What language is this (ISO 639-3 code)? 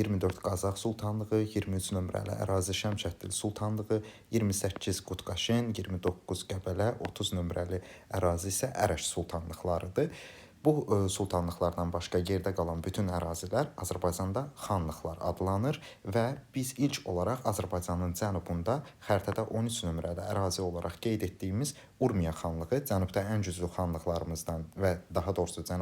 aze